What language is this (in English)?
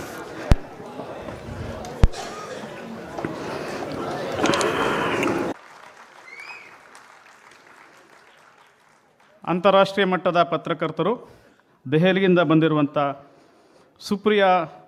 Kannada